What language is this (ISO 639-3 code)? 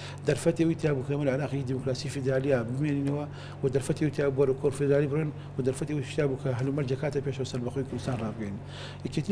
ckb